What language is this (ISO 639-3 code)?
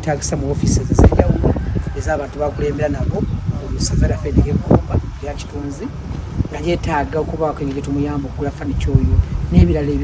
lug